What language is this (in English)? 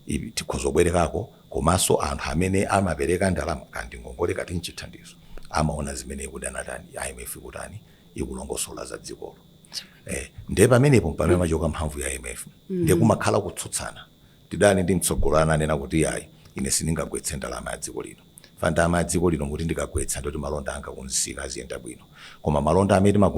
Nyanja